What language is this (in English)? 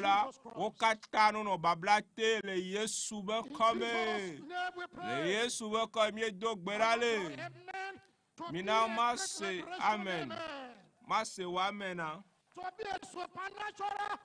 Ewe